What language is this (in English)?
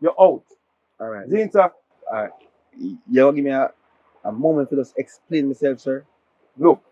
Jamaican Creole English